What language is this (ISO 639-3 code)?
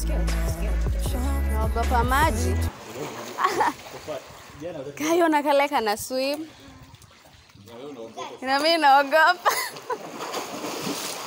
swa